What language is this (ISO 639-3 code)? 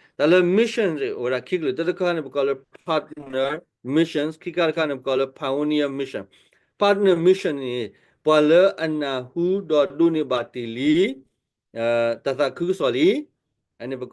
ksw